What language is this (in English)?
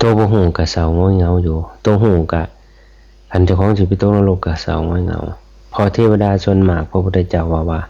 Northeastern Thai